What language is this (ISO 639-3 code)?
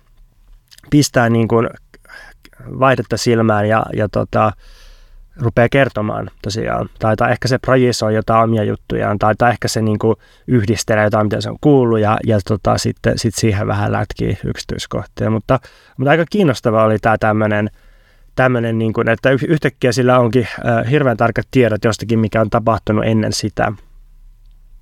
fin